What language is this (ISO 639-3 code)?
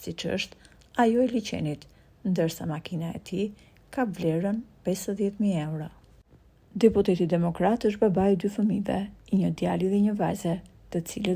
sqi